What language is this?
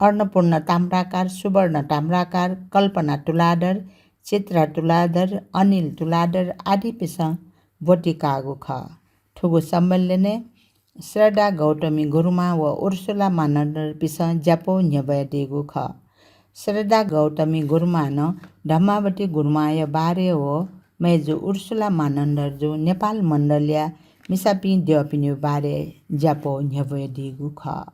Newari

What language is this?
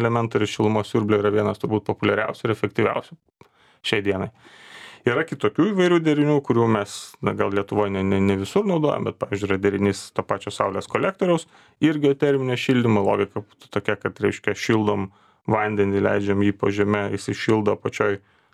Lithuanian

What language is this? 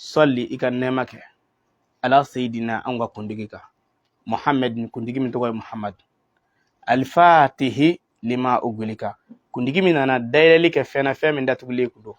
Bambara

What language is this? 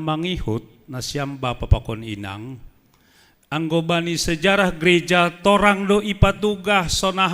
Batak Simalungun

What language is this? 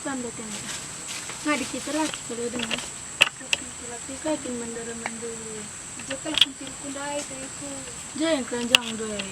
Batak Karo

